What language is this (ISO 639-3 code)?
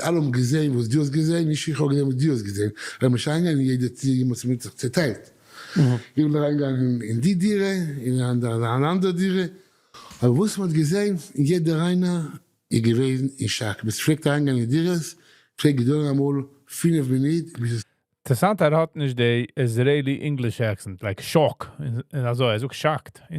yid